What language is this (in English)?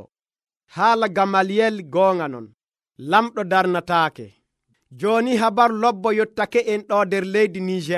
Nigerian Fulfulde